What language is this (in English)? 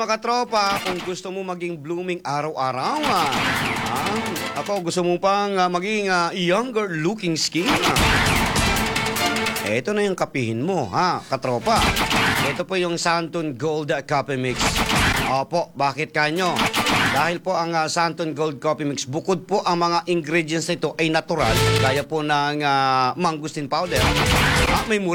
Filipino